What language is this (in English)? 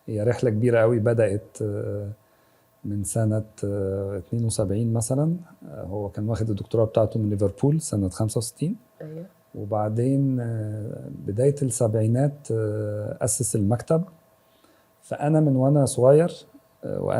Egyptian Arabic